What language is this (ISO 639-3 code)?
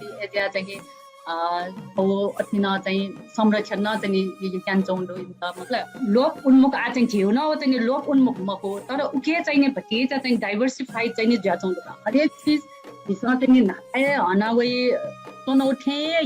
new